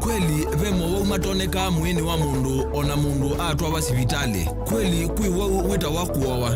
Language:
Kamba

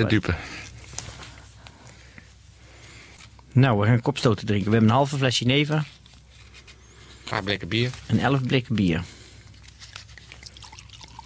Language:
Dutch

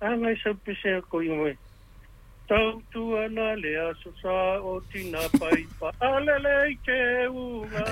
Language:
Samoan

